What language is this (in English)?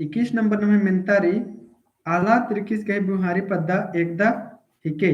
Kurukh